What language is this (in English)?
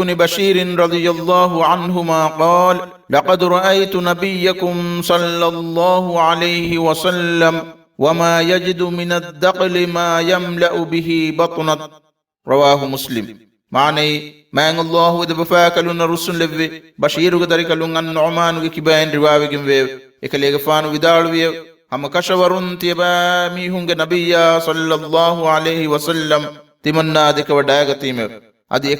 Divehi